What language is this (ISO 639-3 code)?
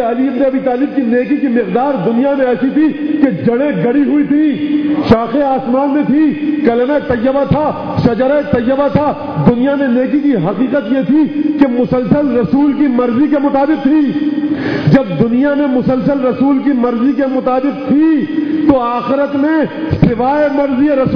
urd